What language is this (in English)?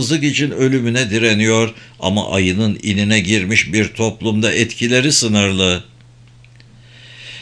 Turkish